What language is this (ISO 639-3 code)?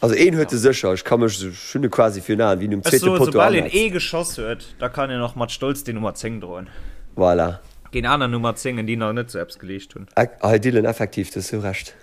ltz